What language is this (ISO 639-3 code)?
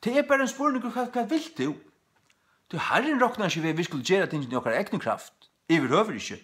fao